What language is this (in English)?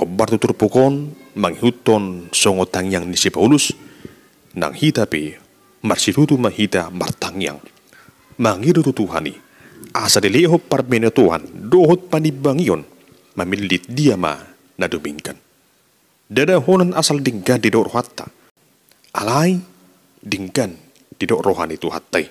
Batak Toba